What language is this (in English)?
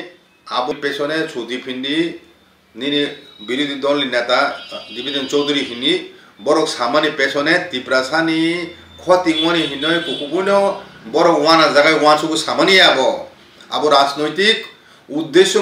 Kok Borok